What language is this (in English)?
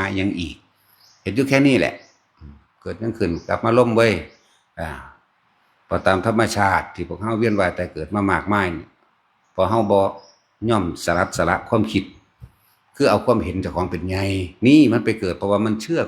Northeastern Thai